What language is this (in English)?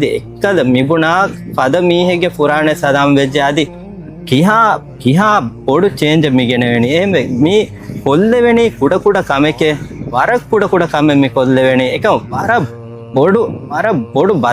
Divehi